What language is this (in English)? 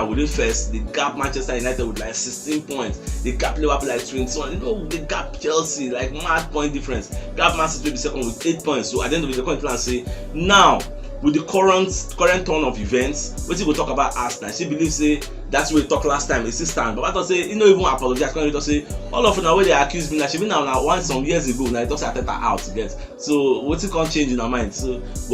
Nigerian Pidgin